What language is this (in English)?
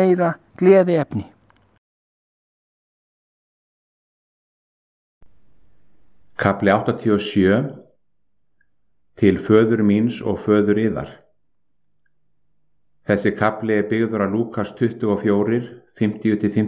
Icelandic